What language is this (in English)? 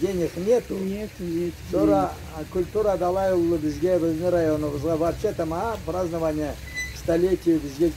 Karachay-Balkar